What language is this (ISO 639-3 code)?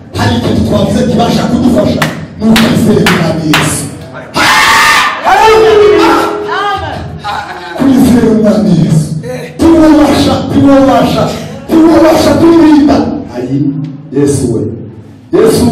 kin